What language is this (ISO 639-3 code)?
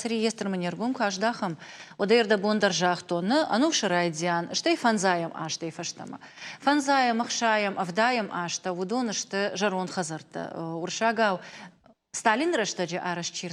oss